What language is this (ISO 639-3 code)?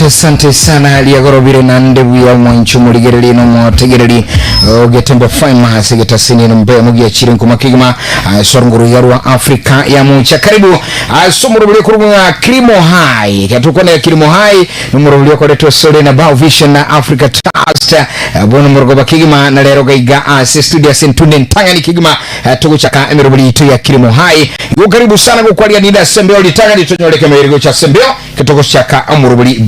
guz